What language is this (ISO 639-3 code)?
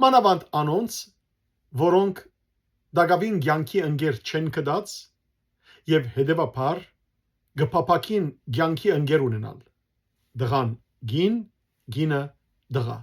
hyw